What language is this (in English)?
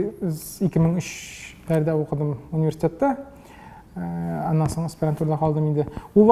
Tatar